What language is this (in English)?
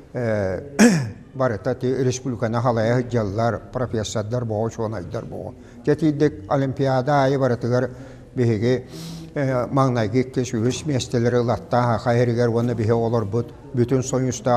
Yakut